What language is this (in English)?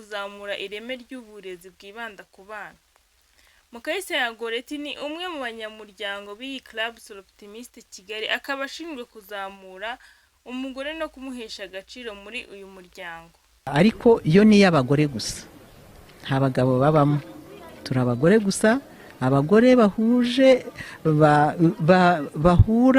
Kinyarwanda